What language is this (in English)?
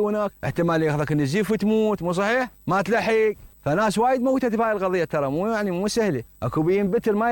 Mesopotamian Arabic